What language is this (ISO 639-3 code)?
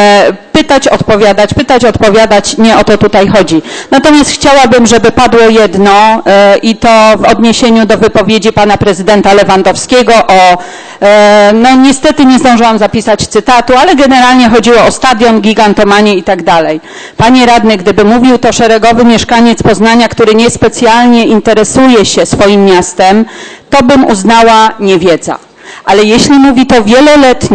pol